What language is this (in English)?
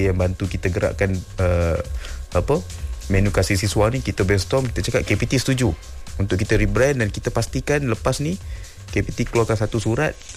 Malay